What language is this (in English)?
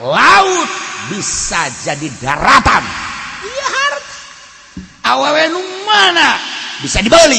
Sundanese